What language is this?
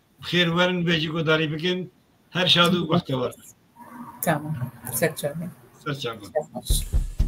Kurdish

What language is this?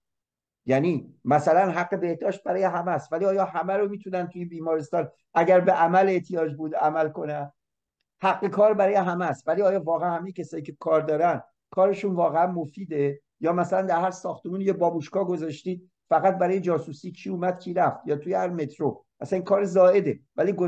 Persian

